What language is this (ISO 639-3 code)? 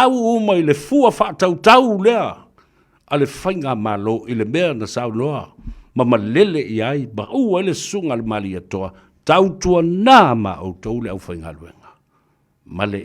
smo